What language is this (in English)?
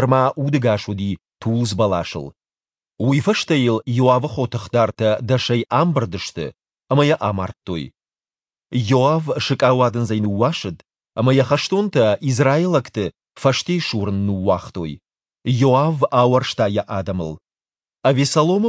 Ossetic